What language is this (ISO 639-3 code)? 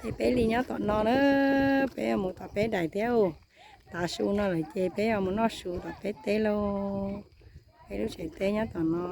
hmn